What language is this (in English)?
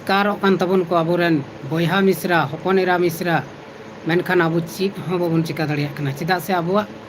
Santali